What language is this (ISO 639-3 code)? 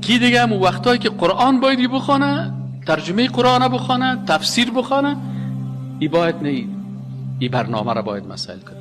fas